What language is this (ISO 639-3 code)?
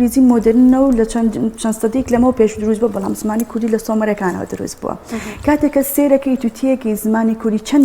ckb